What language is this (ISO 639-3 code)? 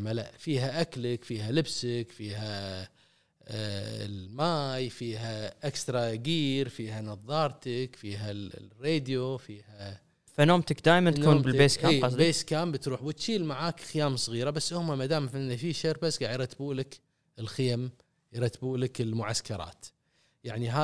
afb